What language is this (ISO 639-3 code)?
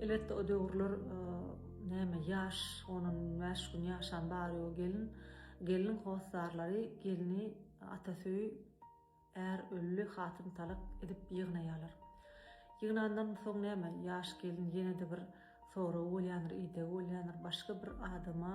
tuk